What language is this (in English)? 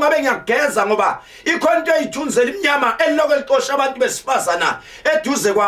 Zulu